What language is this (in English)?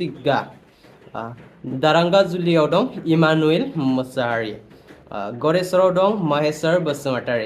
Bodo